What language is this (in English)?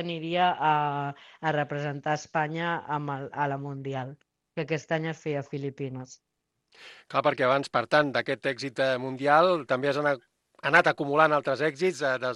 Catalan